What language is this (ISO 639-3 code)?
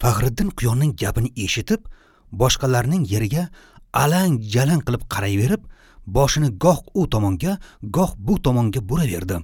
uzb